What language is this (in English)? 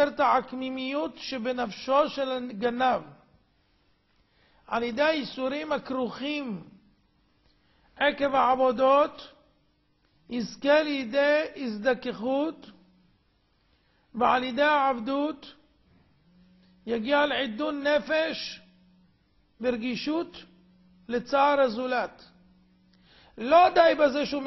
Hebrew